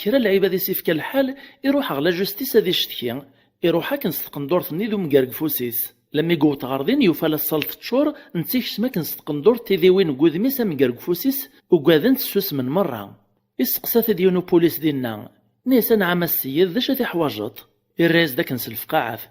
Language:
Kabyle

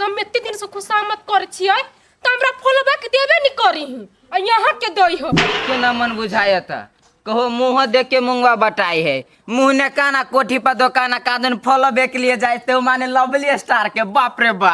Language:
Maithili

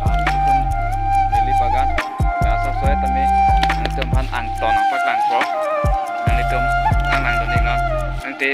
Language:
Karbi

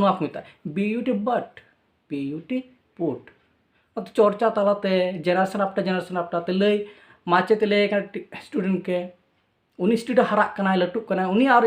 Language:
Santali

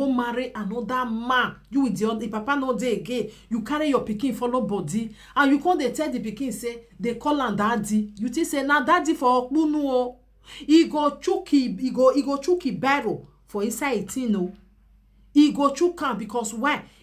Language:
Nigerian Pidgin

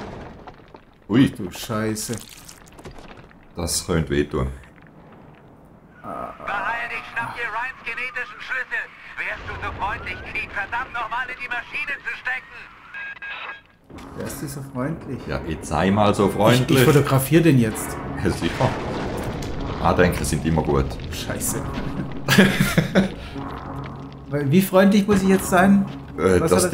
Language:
German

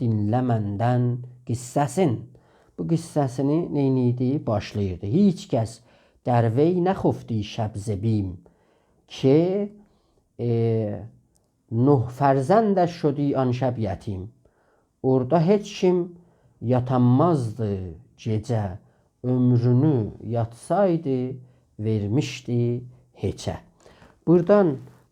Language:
South Azerbaijani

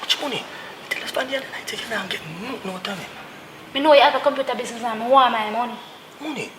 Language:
Jamaican Creole English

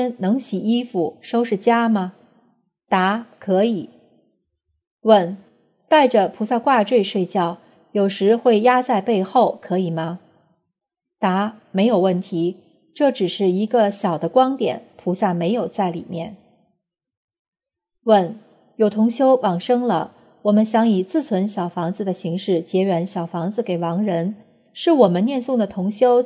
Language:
Chinese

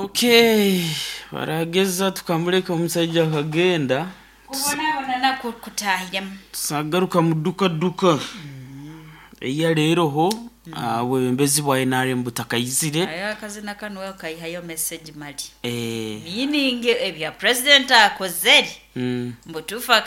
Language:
Nyoro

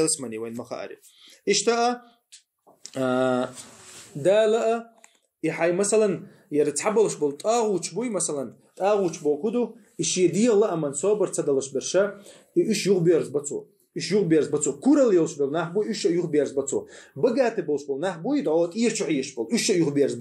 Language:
Chechen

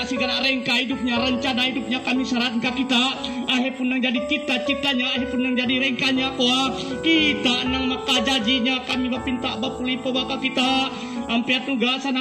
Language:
Kendayan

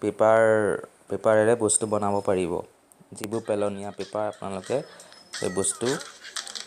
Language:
Assamese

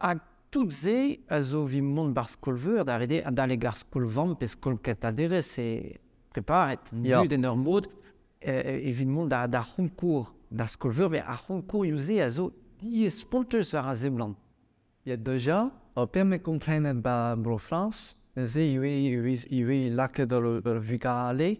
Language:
Breton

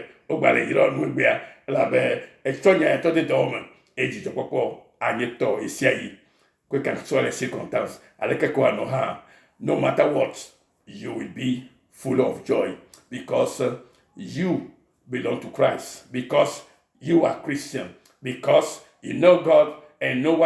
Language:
Ewe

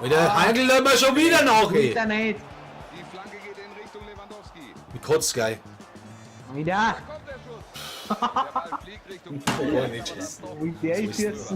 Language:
Bavarian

